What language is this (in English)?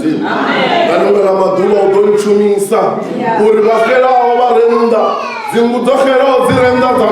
Venda